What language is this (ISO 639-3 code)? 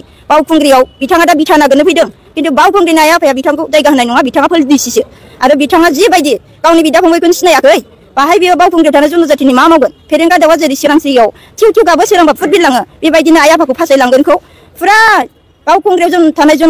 brx